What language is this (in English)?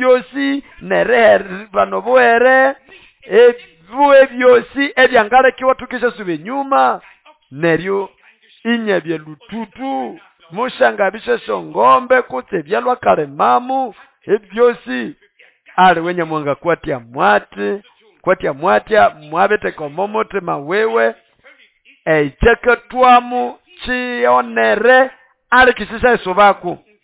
Nande